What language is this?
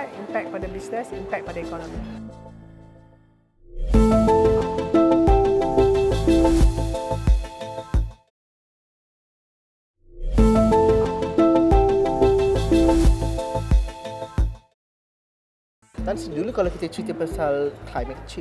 Malay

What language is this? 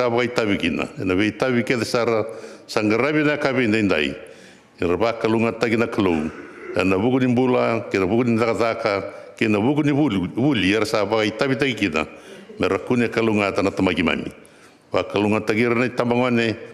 Fijian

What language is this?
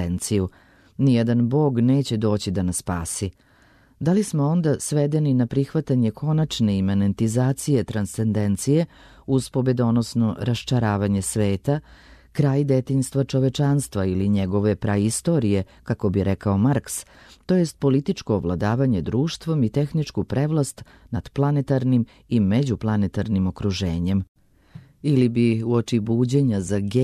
Serbian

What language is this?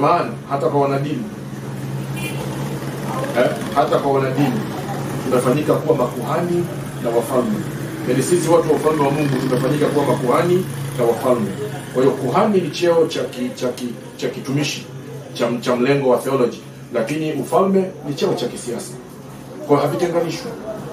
Swahili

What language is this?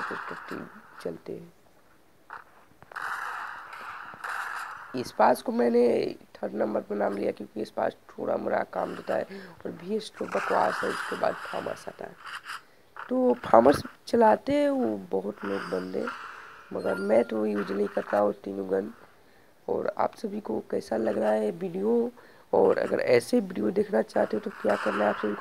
Hindi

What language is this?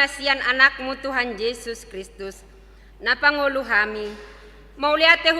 Batak Toba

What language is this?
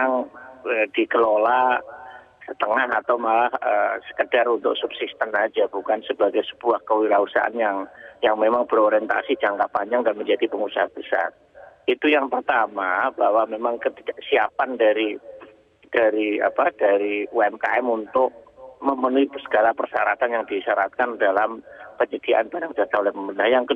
Indonesian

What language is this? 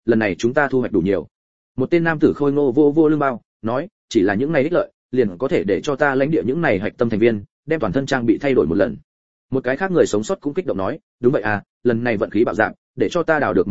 Vietnamese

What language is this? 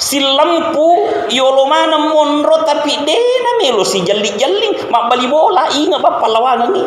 Buginese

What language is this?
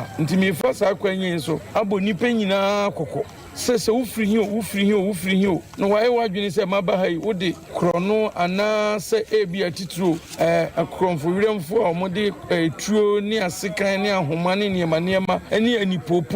Akan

